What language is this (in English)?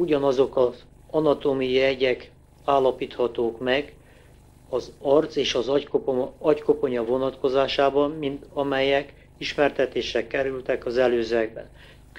Hungarian